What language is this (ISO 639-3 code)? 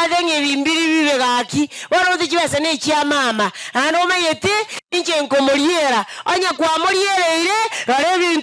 guz